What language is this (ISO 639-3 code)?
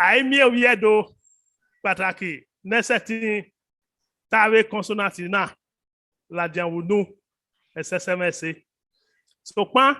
bin